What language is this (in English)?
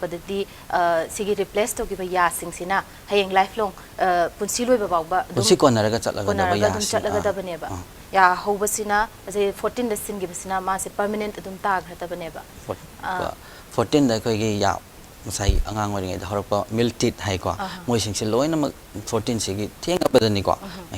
Manipuri